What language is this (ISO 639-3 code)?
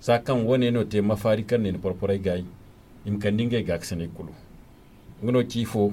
dje